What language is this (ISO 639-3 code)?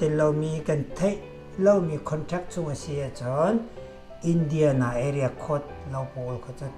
cnh